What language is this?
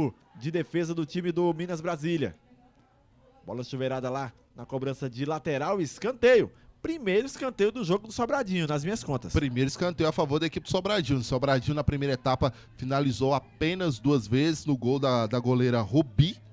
Portuguese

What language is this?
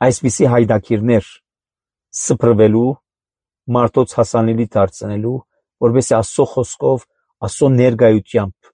Armenian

